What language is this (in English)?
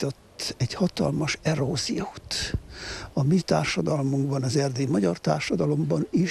Hungarian